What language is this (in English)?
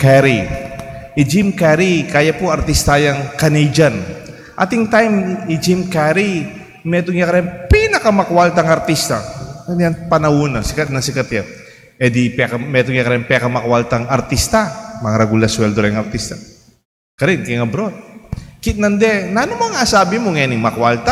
Pampanga